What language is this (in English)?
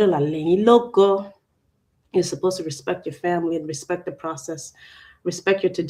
Acoli